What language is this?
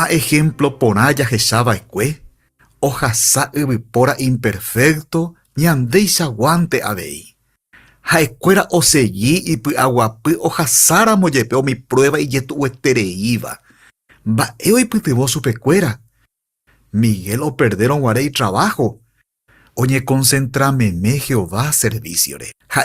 Guarani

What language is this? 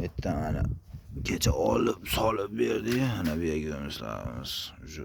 Uzbek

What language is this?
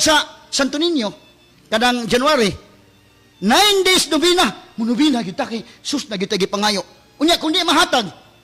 Cebuano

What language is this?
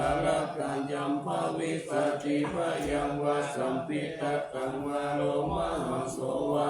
Pali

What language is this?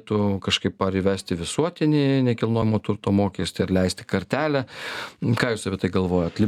Lithuanian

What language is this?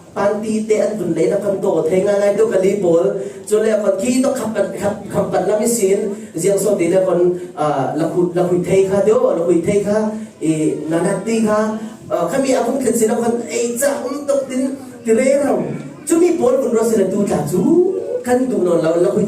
Falam Chin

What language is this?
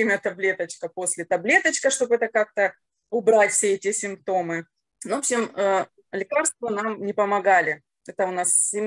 Russian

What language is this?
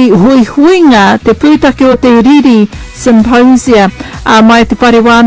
Māori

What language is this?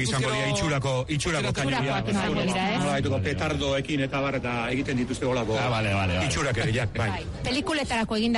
Basque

